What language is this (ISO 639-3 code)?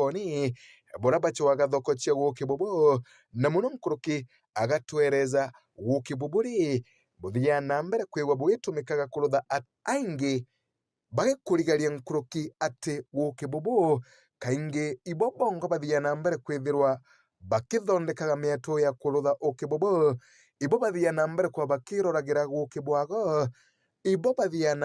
mer